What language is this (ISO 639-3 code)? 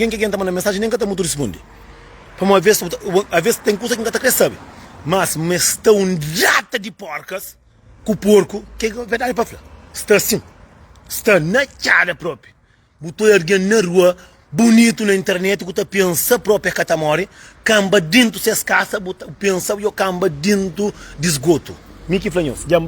kea